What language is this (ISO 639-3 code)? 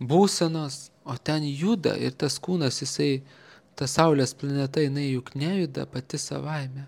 lit